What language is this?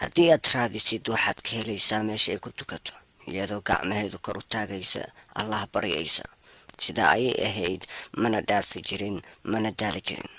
Somali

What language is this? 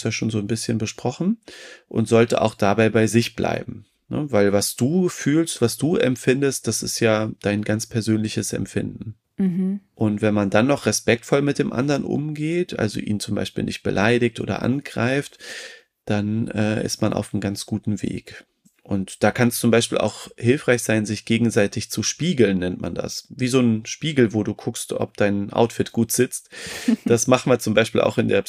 German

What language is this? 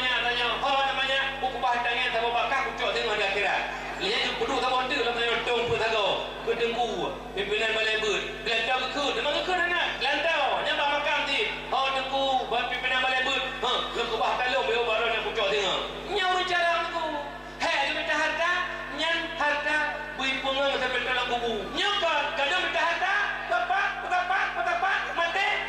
Achinese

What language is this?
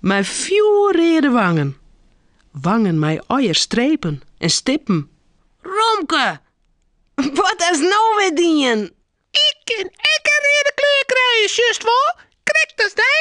Western Frisian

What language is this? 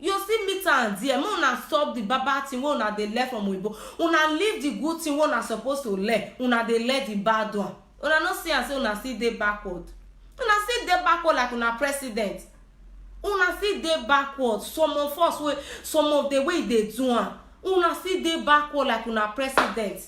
Nigerian Pidgin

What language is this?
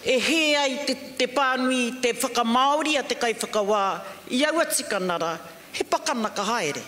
Māori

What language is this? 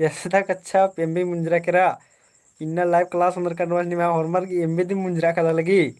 Kurukh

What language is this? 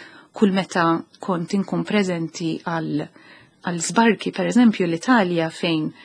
Maltese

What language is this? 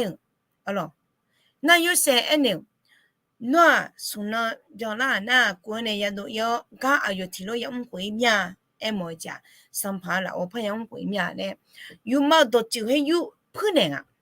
Akha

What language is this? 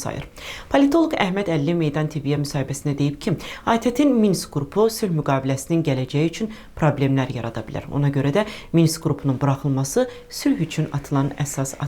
Azerbaijani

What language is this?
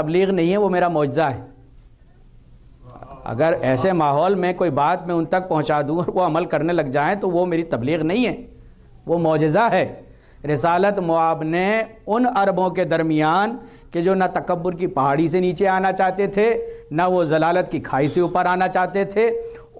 Urdu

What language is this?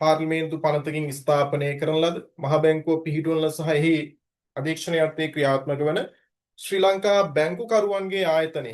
Sinhala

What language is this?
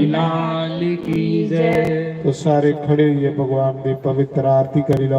Dogri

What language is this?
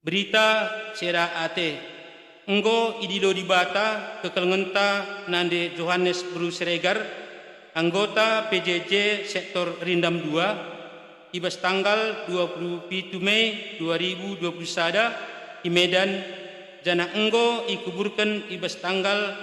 Batak Karo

